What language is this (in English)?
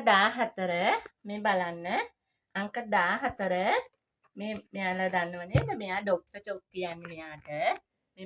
Sinhala